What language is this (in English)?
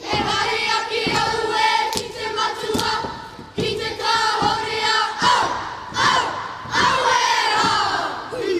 Māori